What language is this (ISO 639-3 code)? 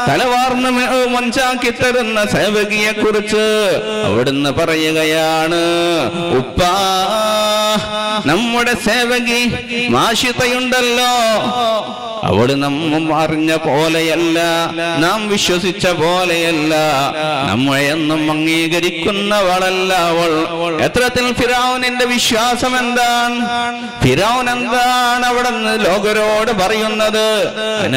mal